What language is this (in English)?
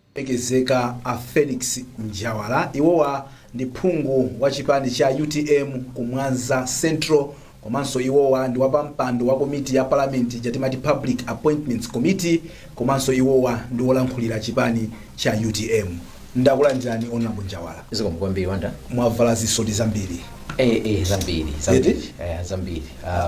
Nyanja